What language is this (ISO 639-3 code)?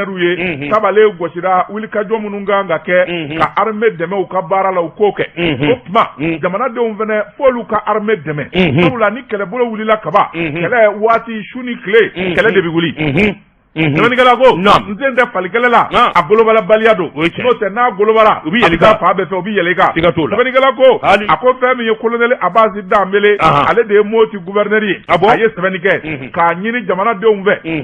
bam